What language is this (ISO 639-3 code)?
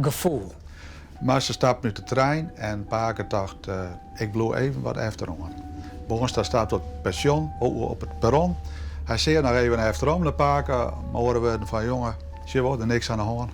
fry